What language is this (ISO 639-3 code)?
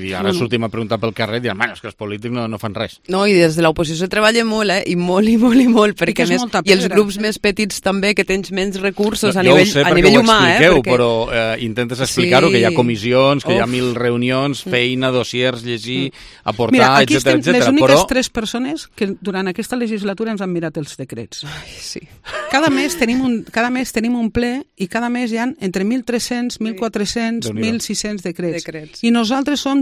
cat